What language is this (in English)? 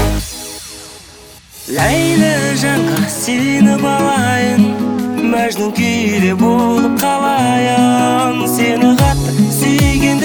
Kazakh